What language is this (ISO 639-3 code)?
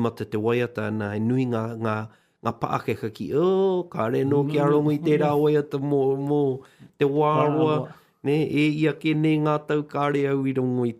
mri